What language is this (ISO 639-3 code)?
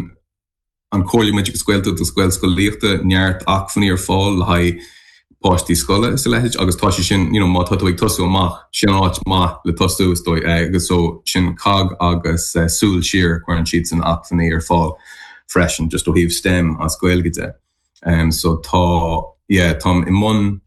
gle